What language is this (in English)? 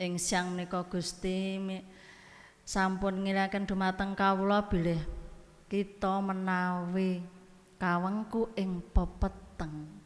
Javanese